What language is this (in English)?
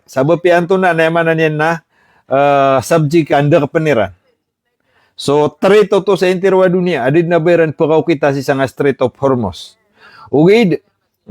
Maranao